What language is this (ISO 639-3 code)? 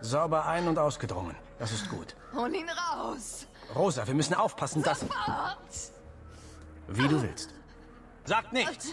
bar